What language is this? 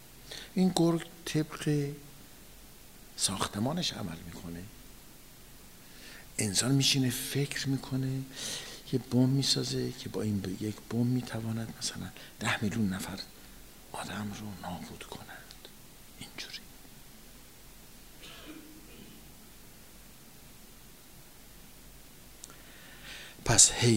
Persian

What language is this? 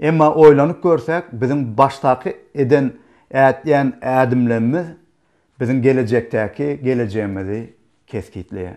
Turkmen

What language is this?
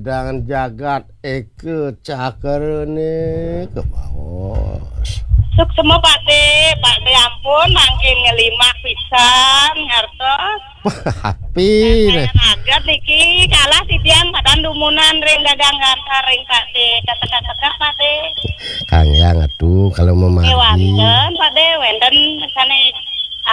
Balinese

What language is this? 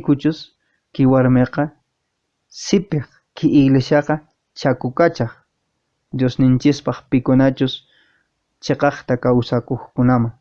Quechua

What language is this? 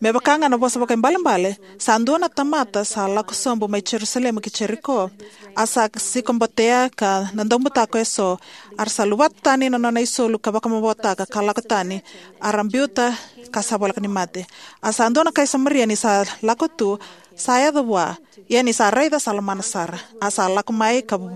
Fijian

